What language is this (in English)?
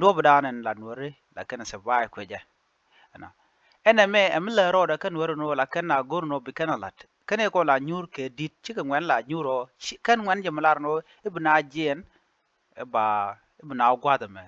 Nuer